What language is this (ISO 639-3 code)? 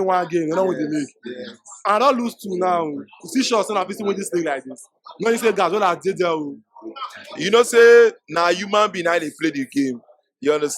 pcm